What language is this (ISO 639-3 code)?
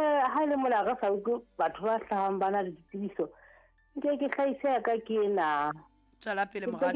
sot